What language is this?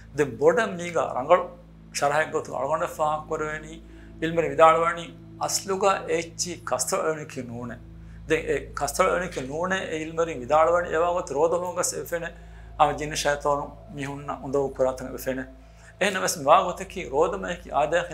Divehi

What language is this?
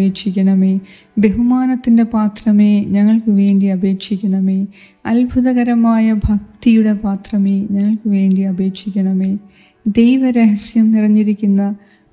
Malayalam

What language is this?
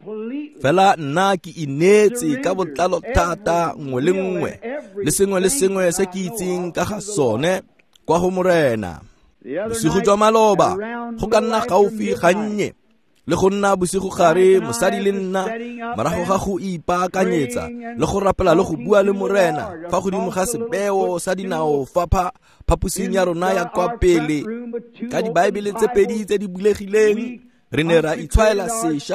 Tswana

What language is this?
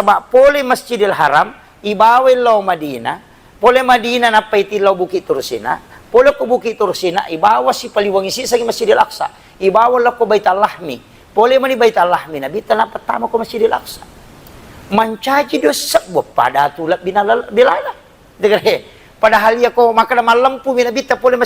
Buginese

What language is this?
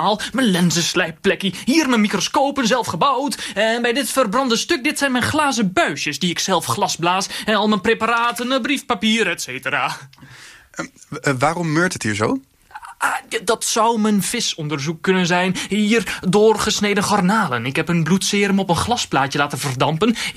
Dutch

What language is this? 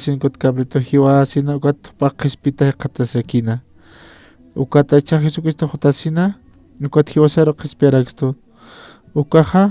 Aymara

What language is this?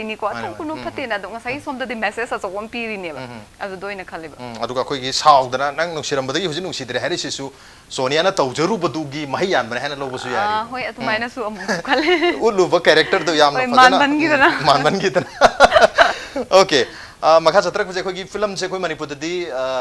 Manipuri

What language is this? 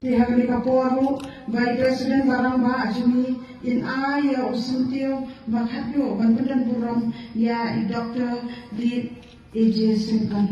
Khasi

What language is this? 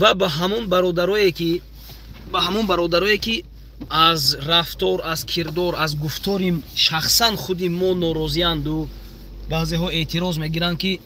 Tajik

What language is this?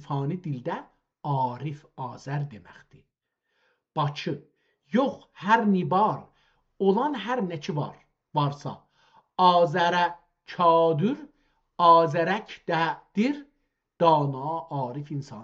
South Azerbaijani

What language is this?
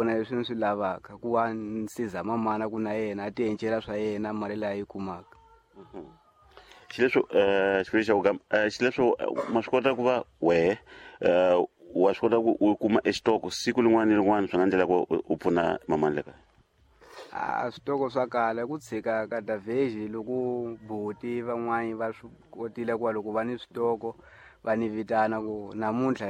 Tsonga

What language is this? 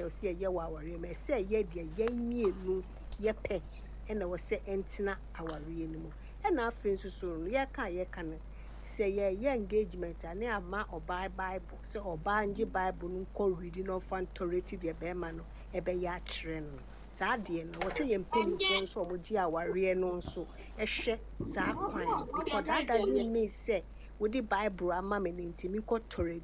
Akan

